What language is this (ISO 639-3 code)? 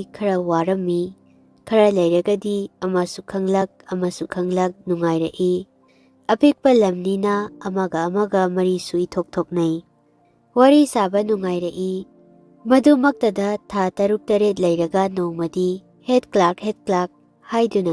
mni